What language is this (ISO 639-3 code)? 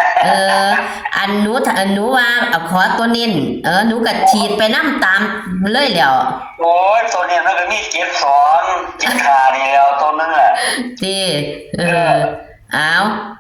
tts